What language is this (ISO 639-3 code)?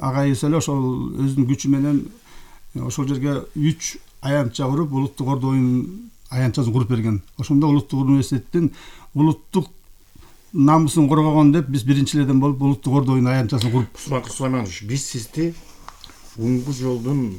kir